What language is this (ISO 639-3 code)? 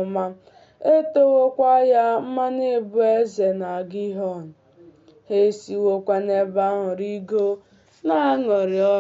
ibo